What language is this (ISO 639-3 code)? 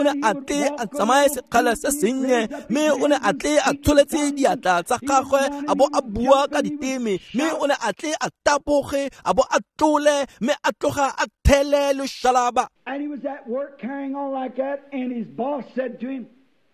tsn